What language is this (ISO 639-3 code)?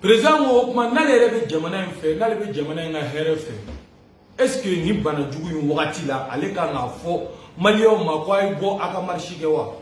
bam